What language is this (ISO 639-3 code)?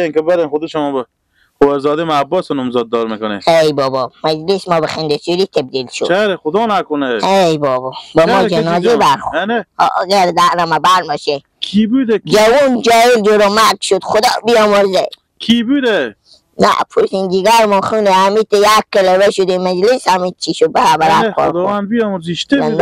fas